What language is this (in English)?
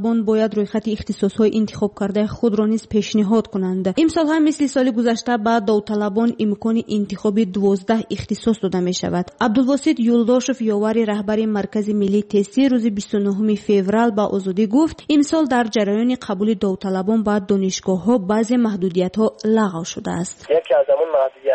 Tajik